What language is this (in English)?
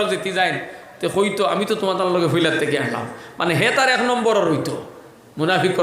Sylheti